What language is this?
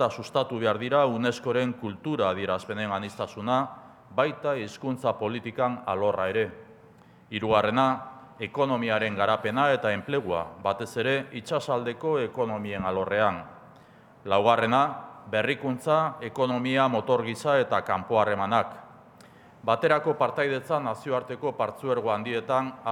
Basque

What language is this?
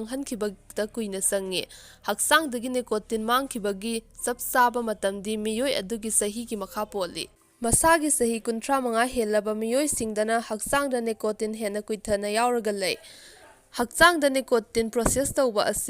Manipuri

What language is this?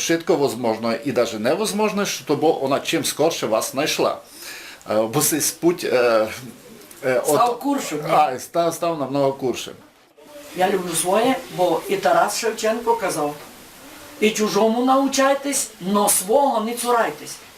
Rusyn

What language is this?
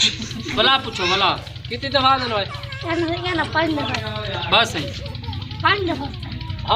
Saraiki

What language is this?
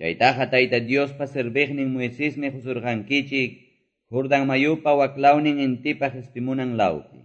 Quechua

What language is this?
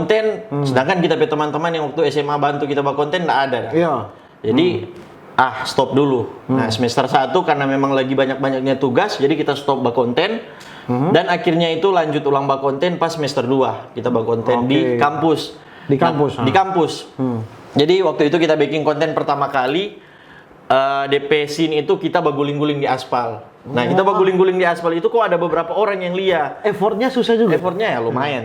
Manado Malay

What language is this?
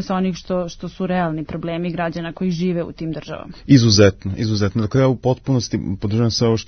Serbian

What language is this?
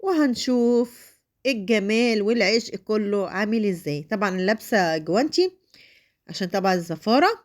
Egyptian Arabic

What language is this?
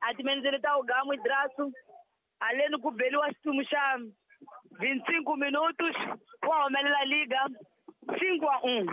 Tsonga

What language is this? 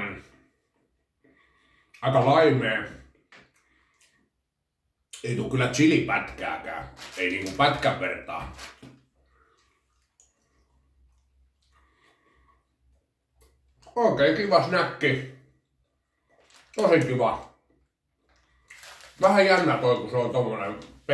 Finnish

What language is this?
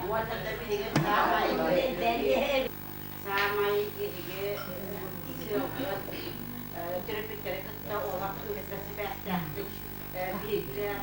Yakut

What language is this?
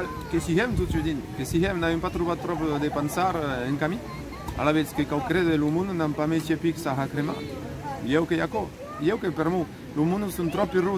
Occitan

